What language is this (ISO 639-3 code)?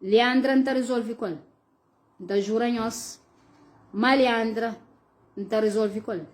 kea